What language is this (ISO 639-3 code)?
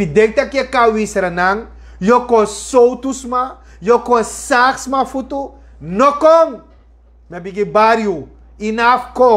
srn